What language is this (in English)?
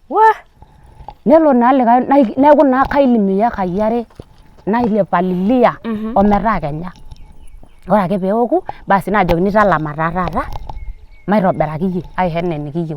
Masai